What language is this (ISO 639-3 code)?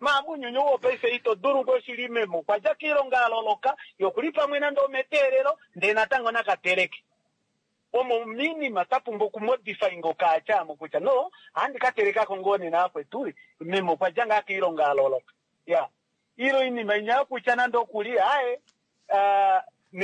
kua